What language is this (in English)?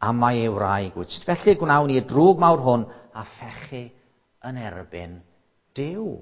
Welsh